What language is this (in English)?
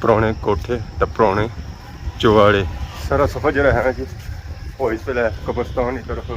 Pahari-Potwari